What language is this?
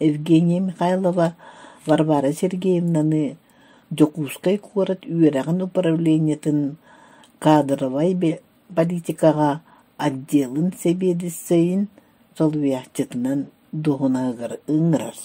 Yakut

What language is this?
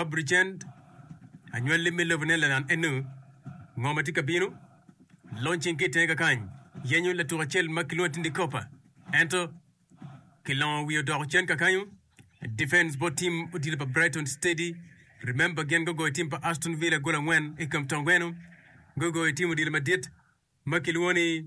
Acoli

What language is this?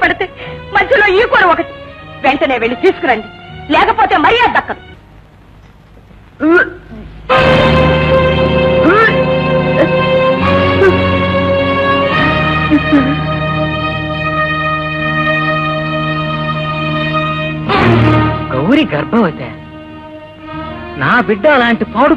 Telugu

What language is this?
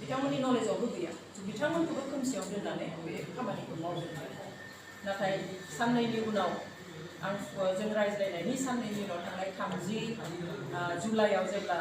Bodo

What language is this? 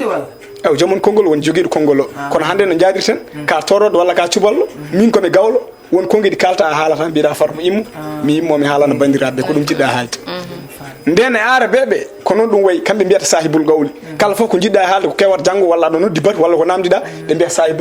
Fula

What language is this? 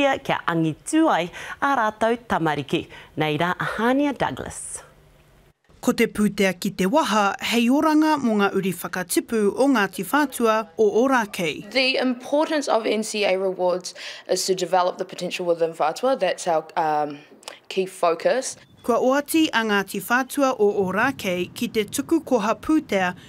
Māori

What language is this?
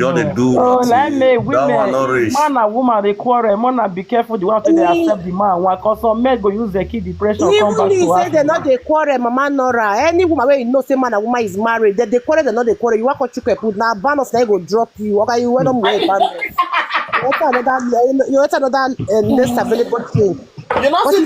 Nigerian Pidgin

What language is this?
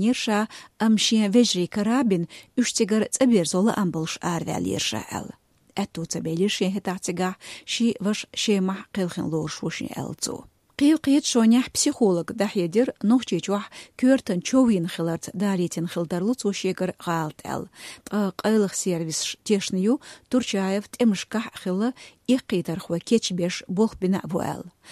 Chechen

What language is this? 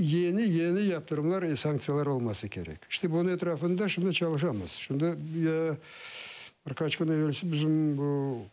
Crimean Tatar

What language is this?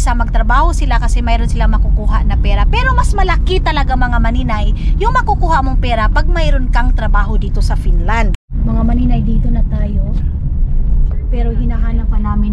Filipino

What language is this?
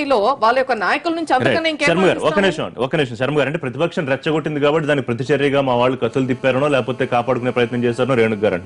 Telugu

